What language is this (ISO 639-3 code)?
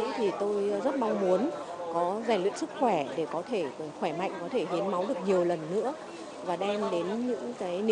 vie